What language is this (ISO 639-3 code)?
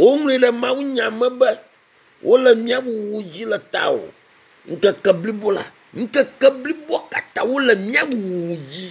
ewe